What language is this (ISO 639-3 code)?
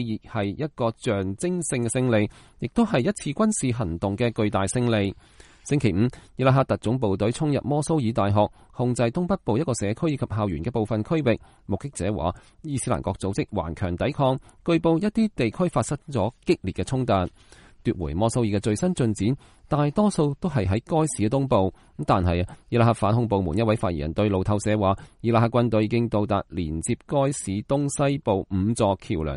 yue